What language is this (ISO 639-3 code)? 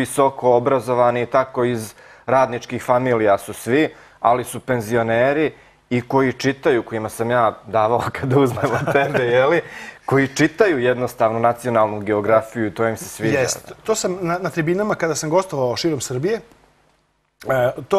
srp